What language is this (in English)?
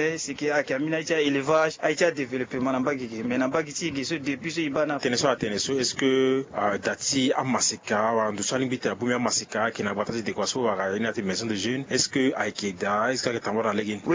Sango